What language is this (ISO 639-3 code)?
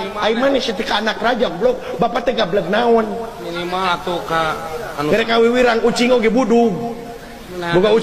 sun